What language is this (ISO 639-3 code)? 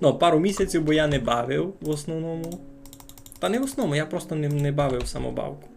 rue